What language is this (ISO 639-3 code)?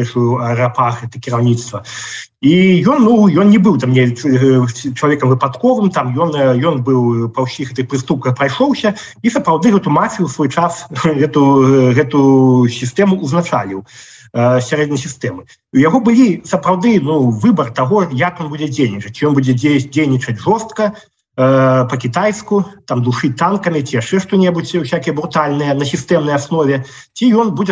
bel